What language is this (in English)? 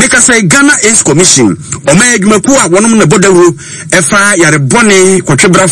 Akan